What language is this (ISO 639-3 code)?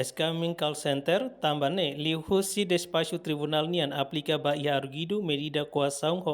tet